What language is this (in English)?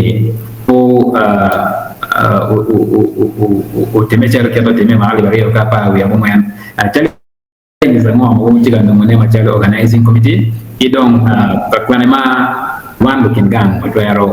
Acoli